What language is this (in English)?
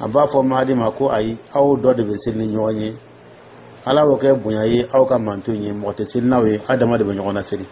Dyula